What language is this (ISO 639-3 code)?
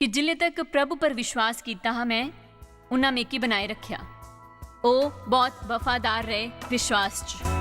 doi